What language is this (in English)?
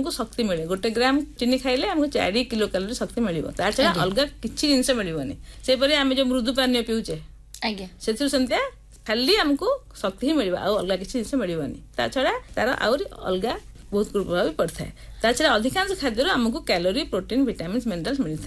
Odia